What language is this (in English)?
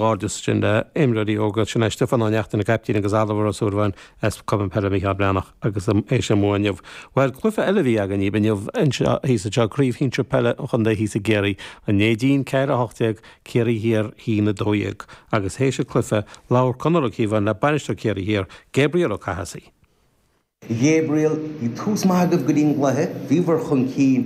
Irish